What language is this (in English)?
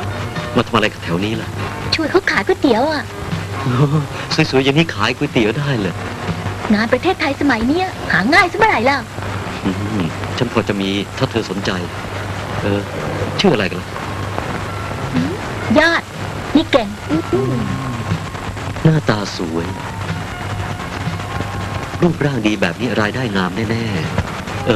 Thai